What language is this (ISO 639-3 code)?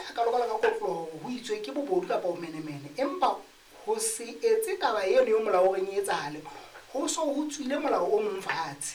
sot